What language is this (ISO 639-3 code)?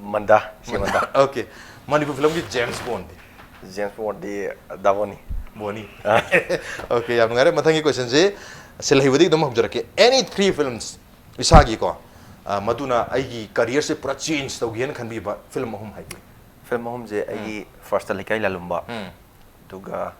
mni